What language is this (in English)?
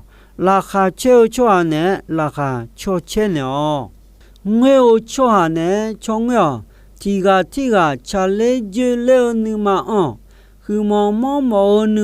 Akha